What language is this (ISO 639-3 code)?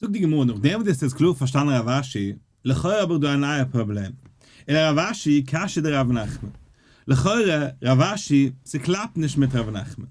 yid